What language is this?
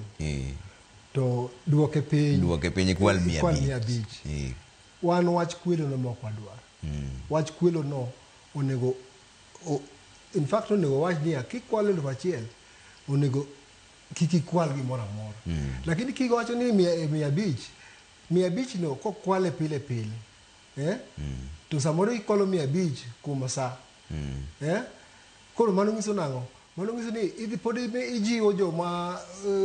Luo (Kenya and Tanzania)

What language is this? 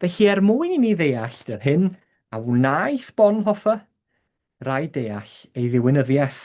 Welsh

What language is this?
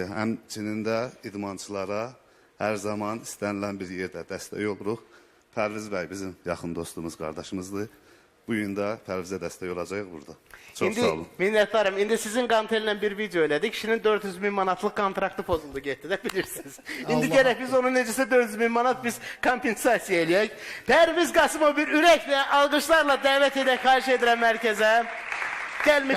Azerbaijani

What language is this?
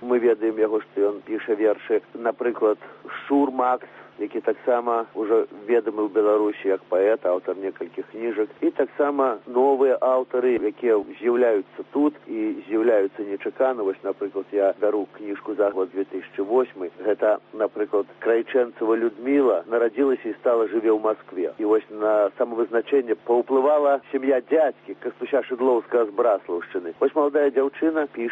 Belarusian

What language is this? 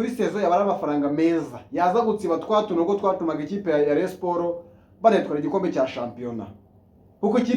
Kinyarwanda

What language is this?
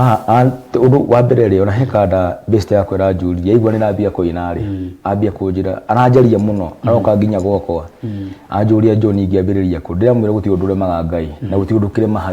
Kikuyu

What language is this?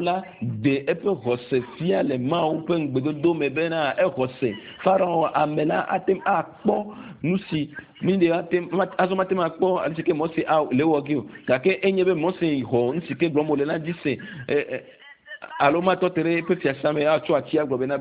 Ewe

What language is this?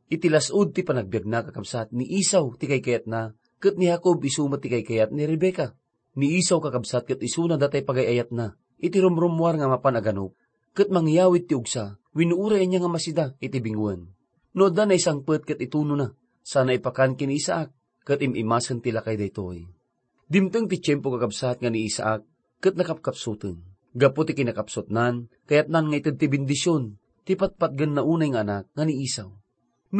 Iloko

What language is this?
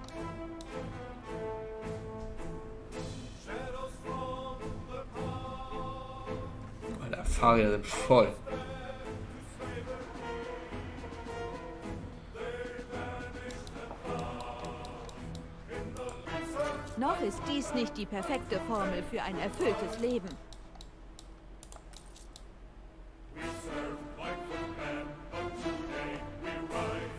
German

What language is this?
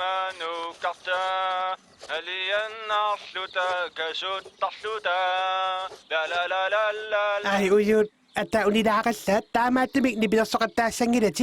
Kalaallisut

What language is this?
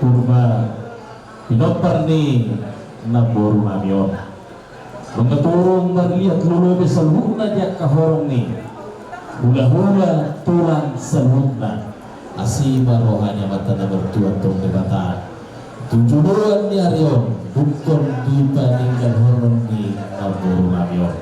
Batak Toba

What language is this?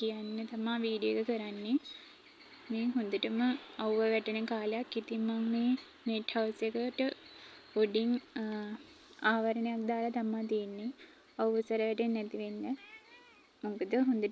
Sinhala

